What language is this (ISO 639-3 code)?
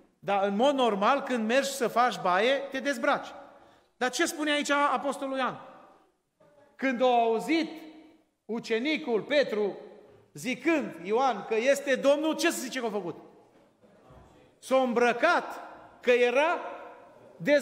ron